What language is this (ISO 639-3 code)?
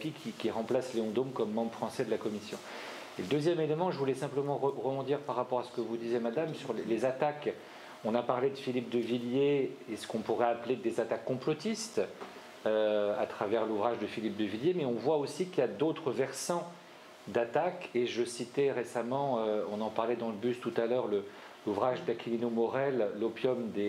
fra